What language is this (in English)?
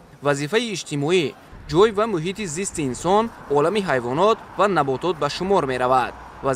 Tajik